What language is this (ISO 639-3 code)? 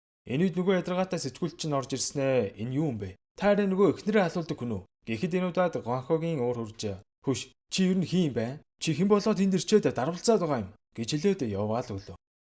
mon